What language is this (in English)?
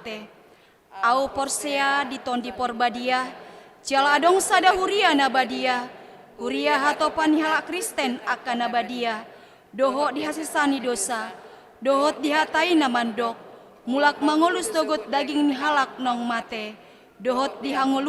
Batak Toba